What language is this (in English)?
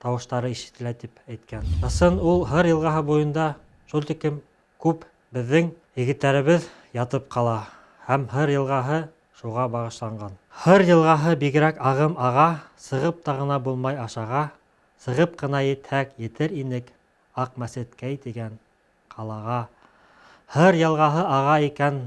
Bashkir